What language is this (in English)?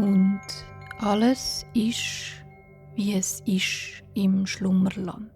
Swiss German